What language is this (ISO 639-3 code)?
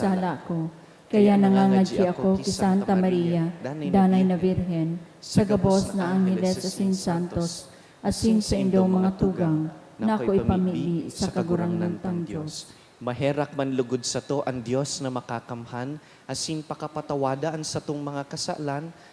bik